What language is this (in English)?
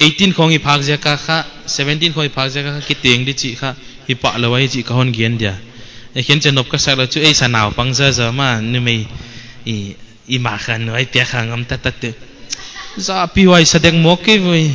Paite Chin